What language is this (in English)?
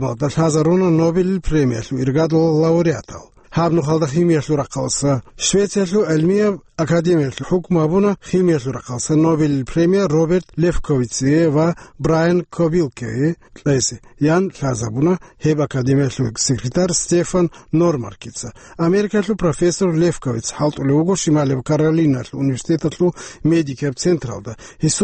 Avaric